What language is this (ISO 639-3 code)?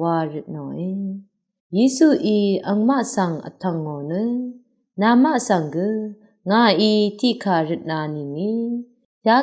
raw